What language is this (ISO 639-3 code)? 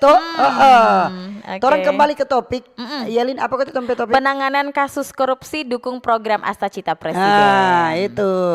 xmm